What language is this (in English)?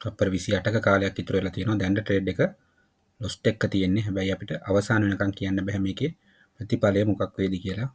Sinhala